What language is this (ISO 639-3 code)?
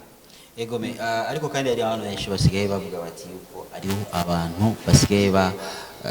run